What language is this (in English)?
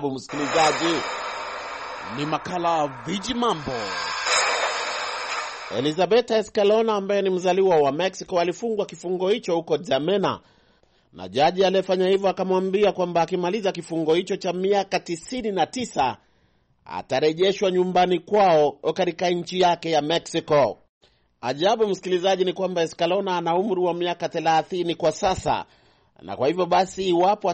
Swahili